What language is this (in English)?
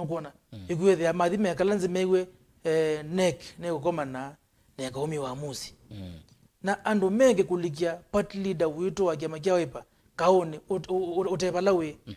Kamba